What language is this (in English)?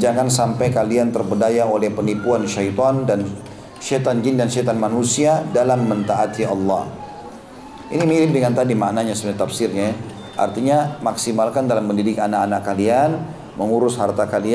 Indonesian